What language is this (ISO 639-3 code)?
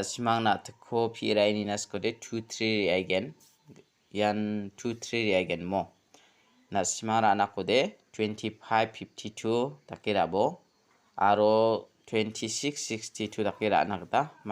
grt